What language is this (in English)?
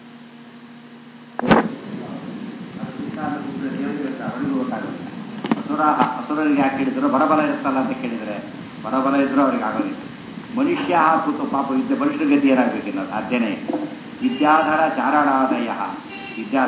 Kannada